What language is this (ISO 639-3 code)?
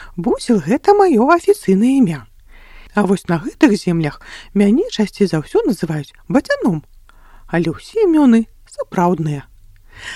bel